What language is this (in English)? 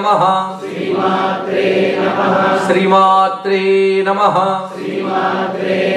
Telugu